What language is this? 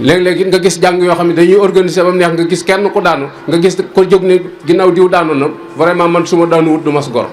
Wolof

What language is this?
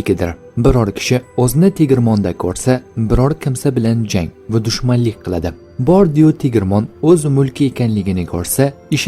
Uzbek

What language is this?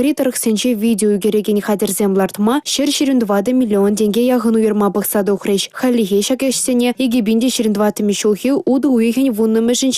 Chuvash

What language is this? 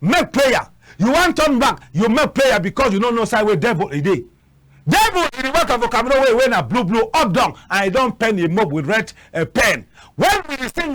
Cameroon Pidgin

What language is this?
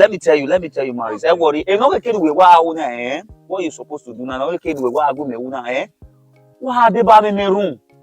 Bini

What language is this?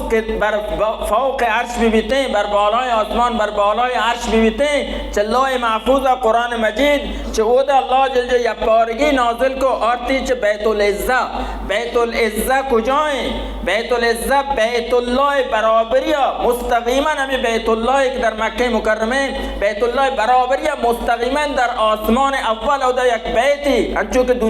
Baluchi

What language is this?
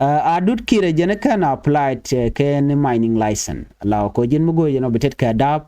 Nuer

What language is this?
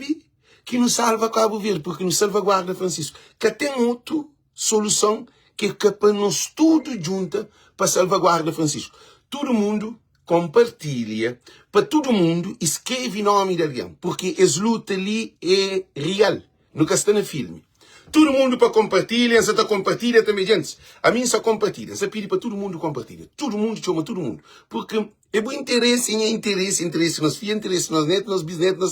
Kabuverdianu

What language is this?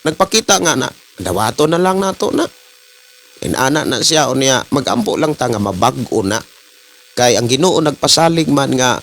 Cebuano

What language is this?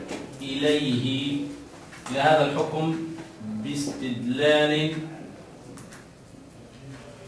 Arabic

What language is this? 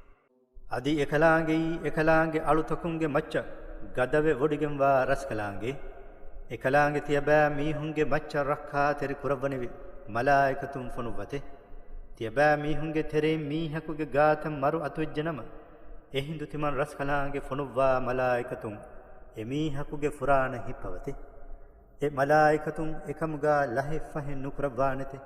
Divehi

